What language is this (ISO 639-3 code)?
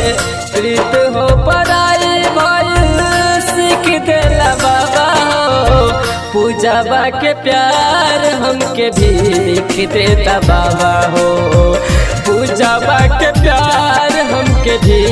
bho